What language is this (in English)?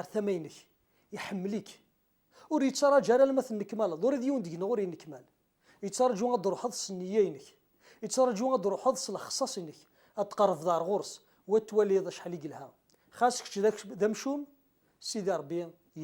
Kabyle